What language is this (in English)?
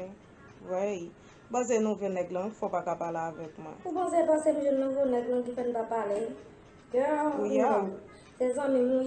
Haitian Creole